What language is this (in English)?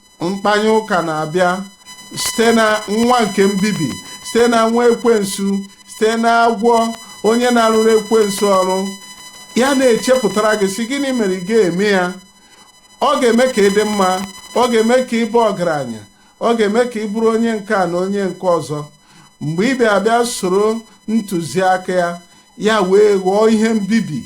Igbo